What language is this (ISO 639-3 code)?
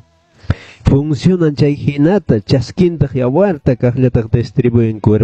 que